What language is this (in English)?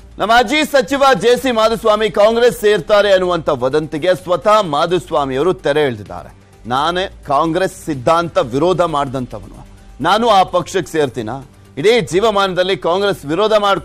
Kannada